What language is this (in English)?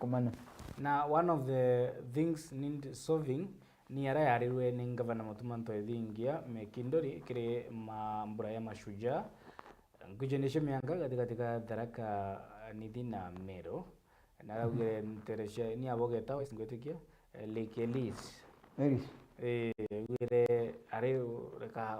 Meru